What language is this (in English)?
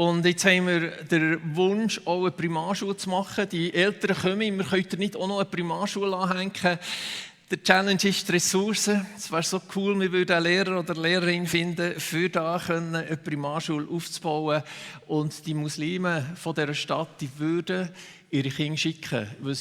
Swiss German